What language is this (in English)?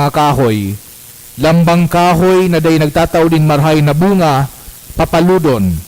Bikol